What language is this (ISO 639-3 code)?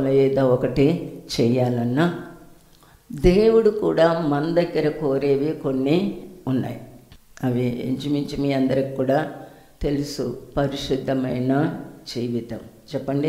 tel